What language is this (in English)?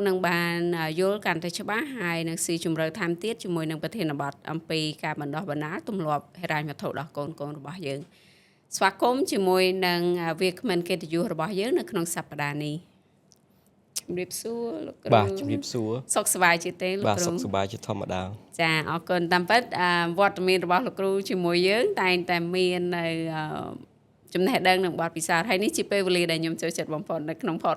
Khmer